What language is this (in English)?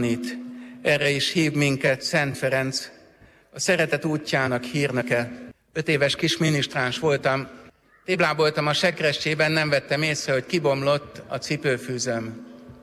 Hungarian